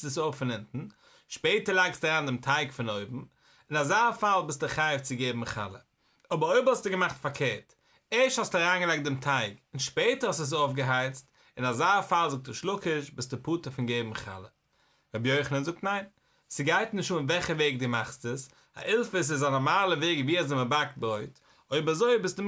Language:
Yiddish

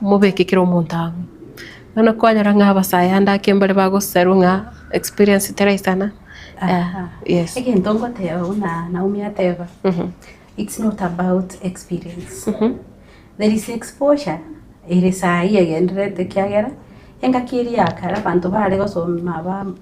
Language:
Gusii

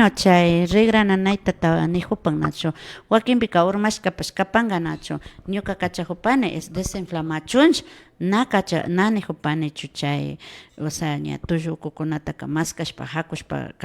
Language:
Imbabura Highland Quichua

